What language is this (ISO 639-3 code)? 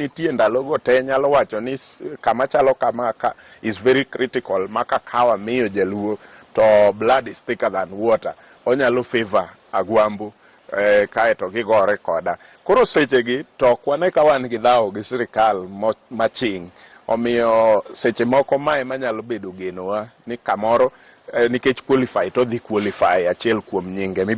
luo